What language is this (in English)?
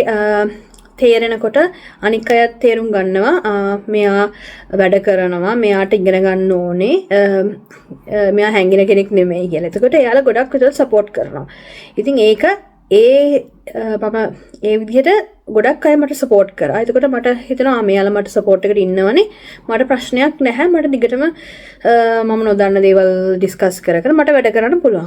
Sinhala